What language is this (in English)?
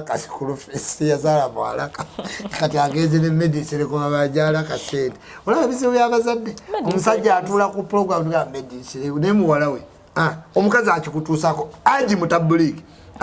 Ganda